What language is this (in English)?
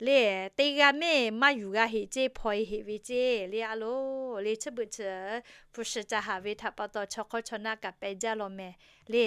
Lahu